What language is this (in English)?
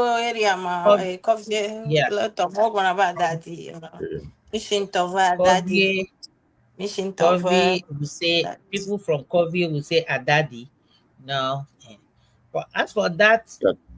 Ewe